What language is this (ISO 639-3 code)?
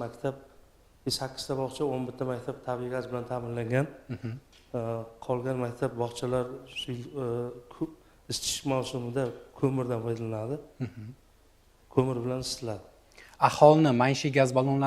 uzb